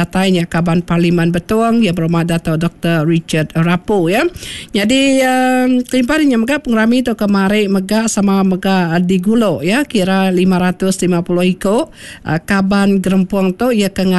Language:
Iban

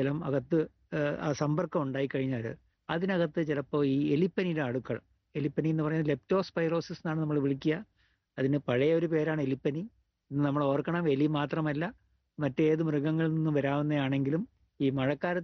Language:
Malayalam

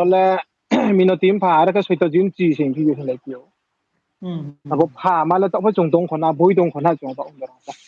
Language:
Riang (India)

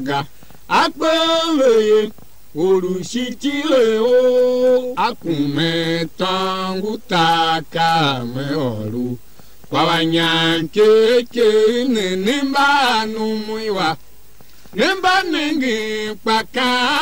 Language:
Tiv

